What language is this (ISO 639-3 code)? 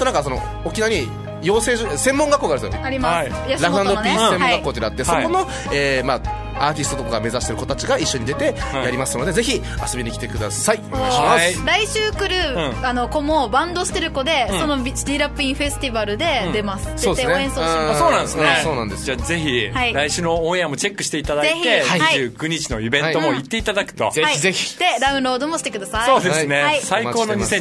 jpn